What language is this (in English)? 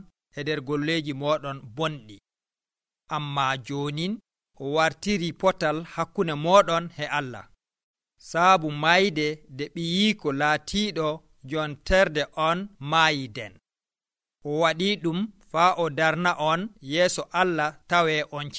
Nigerian Fulfulde